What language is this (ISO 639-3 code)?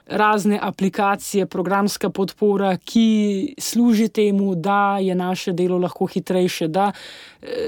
slv